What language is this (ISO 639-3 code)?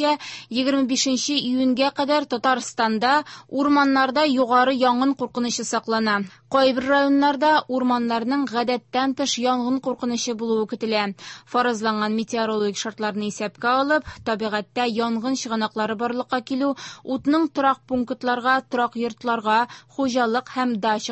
tat